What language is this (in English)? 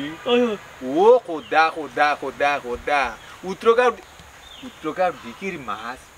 Sylheti